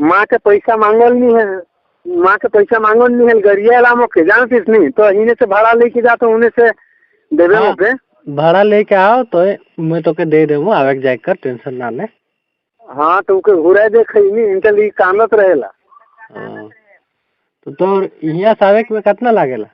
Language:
Sadri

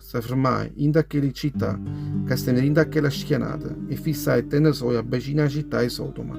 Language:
Neapolitan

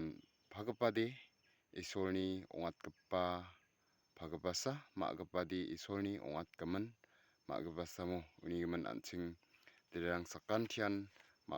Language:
Garo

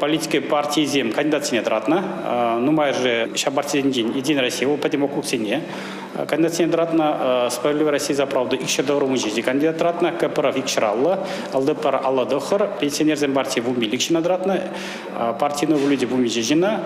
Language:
Chuvash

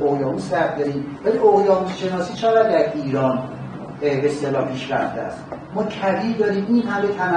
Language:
Persian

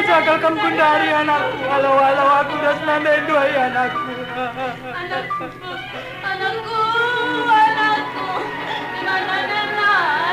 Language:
Batak Karo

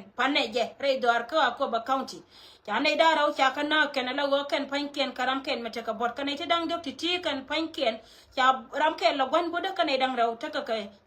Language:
Nuer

